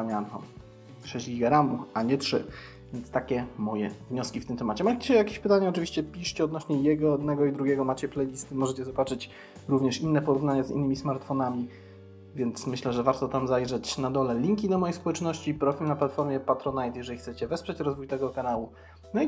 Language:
Polish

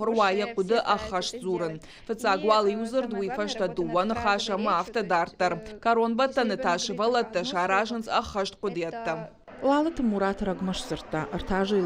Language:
Ossetic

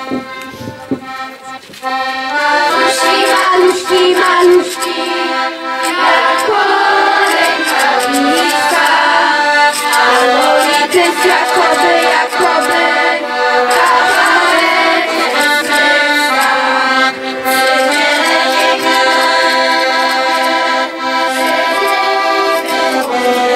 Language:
Polish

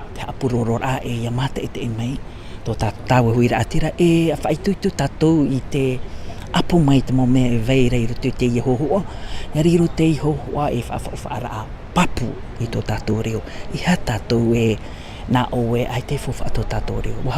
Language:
Tahitian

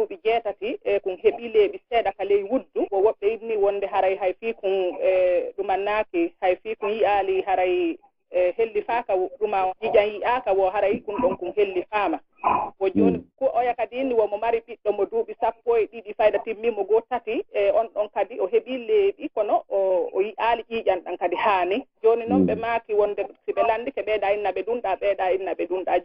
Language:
Pular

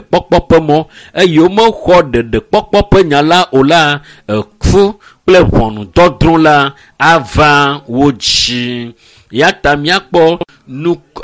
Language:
Ewe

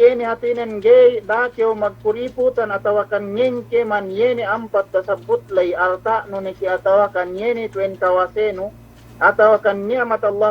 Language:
Yakan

